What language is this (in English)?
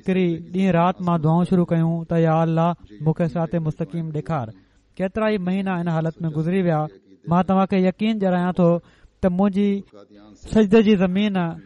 Sindhi